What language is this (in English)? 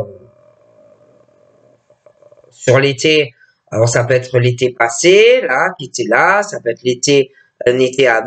French